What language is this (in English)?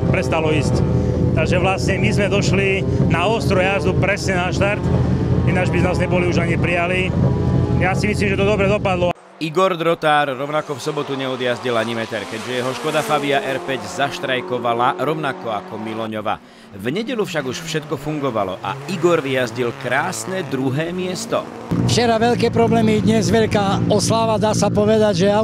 Slovak